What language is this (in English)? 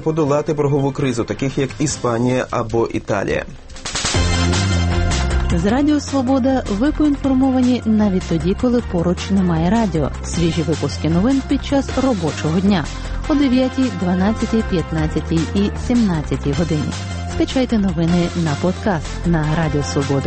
Ukrainian